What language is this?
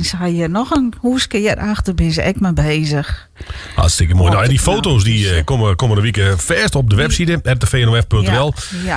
Western Frisian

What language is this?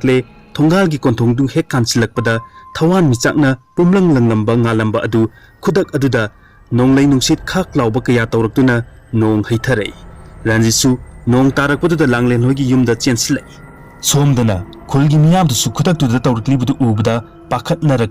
Manipuri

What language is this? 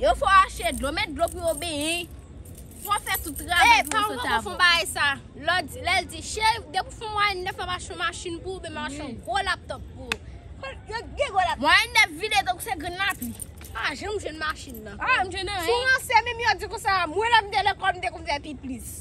Haitian Creole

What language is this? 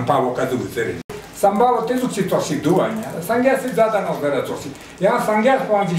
Ladakhi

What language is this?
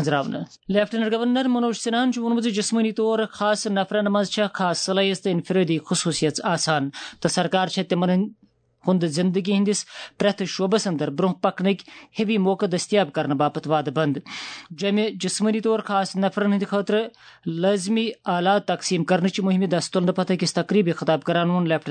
Kashmiri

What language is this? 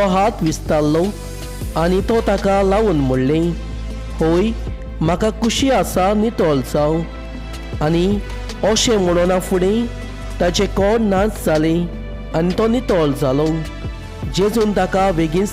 Konkani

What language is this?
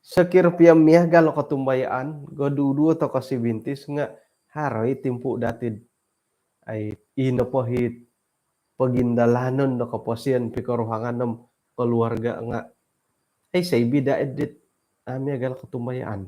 Central Dusun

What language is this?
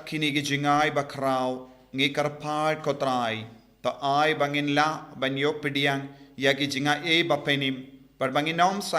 Khasi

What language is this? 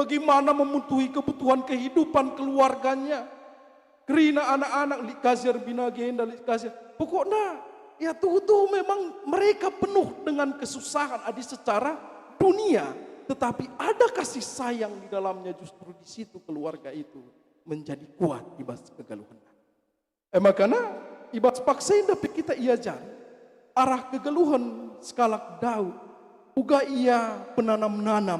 Batak Karo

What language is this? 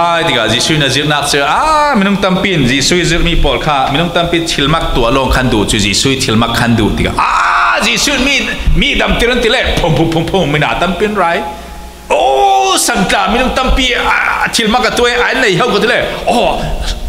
Falam Chin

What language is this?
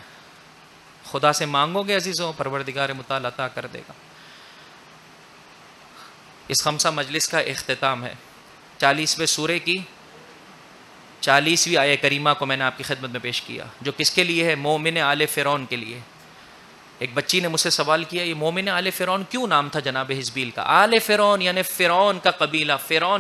Urdu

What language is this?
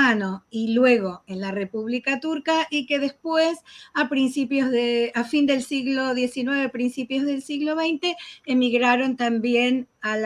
Ladino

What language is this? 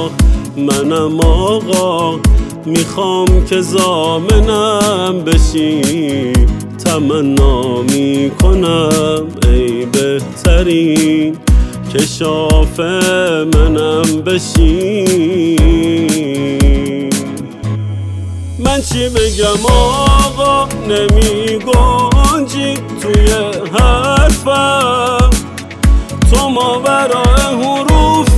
Persian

